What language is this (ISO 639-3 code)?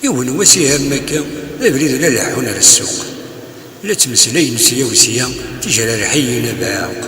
kab